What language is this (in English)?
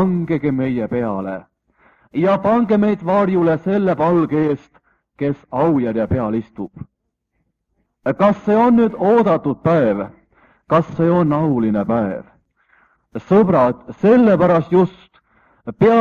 Estonian